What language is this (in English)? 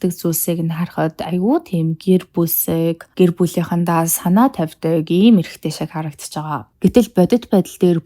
Mongolian